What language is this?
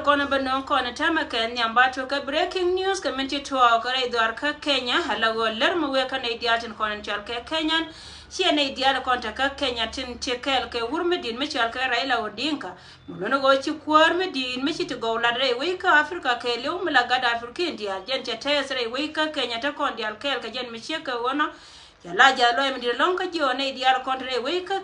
Nuer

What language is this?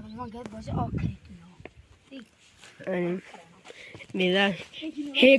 Kurdish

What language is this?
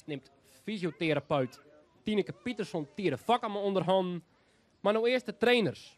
Western Frisian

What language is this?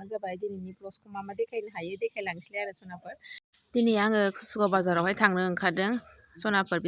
Bodo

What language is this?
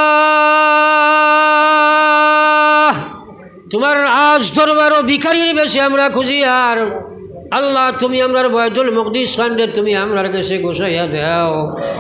Sylheti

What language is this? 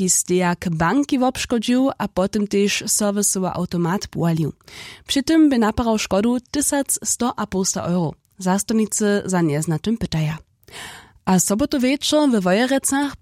Upper Sorbian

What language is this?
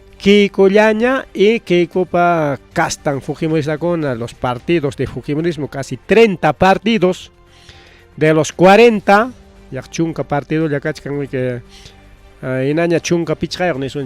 Ayacucho Quechua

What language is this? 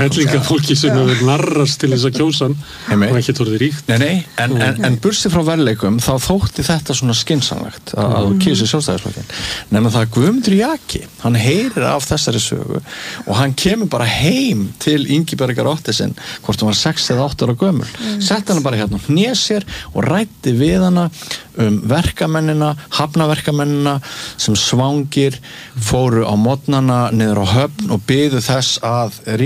Icelandic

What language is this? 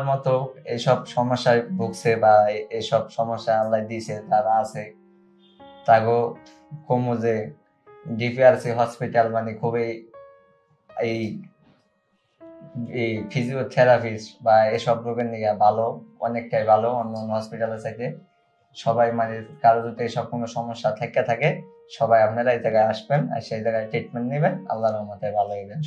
Bangla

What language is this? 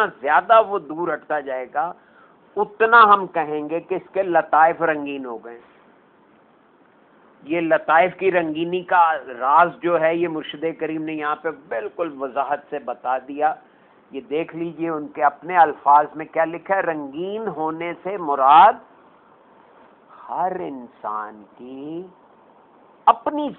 Urdu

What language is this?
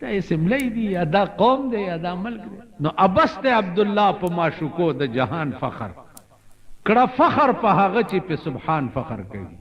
Pashto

